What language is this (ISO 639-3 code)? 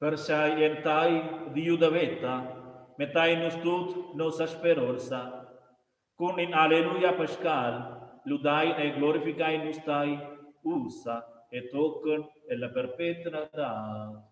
roh